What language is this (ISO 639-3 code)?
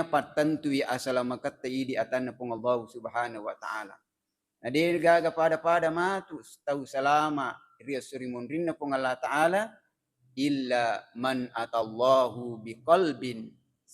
bug